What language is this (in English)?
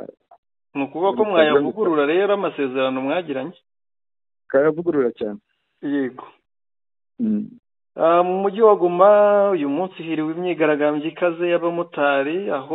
Kinyarwanda